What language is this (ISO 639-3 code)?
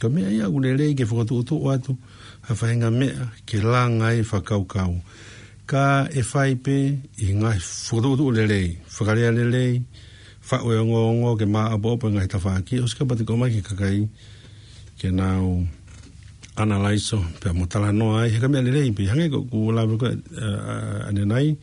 ton